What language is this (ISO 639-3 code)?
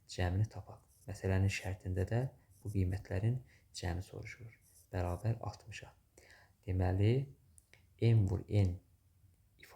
aze